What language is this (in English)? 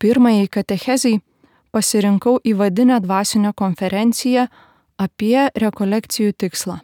Lithuanian